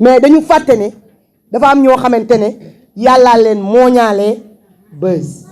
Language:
Wolof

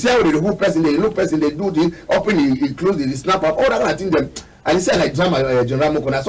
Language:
Cameroon Pidgin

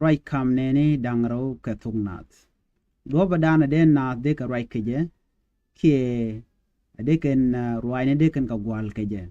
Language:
Nuer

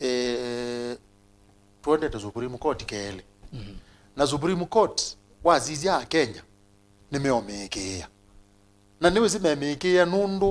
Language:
Kamba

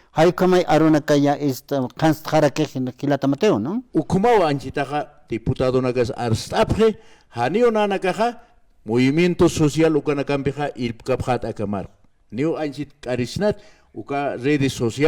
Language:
Aymara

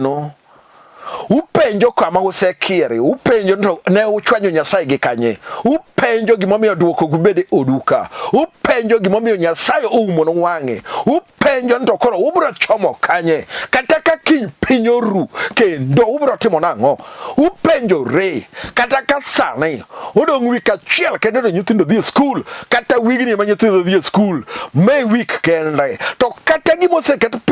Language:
Luo (Kenya and Tanzania)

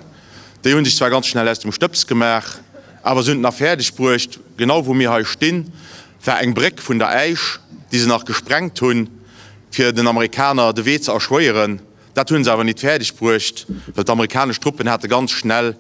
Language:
Luxembourgish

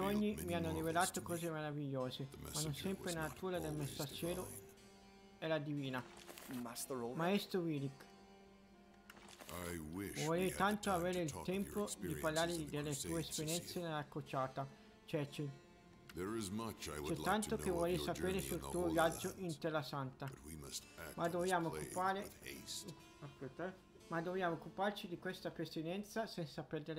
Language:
Italian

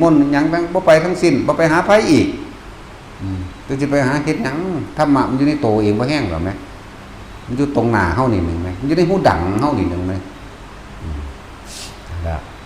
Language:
Northeastern Thai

